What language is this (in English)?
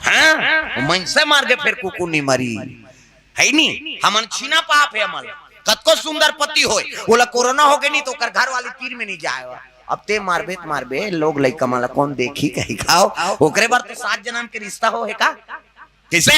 Chhattisgarhi